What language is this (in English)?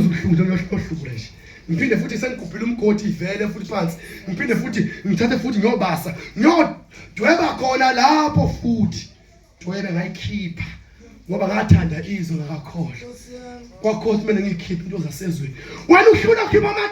Zulu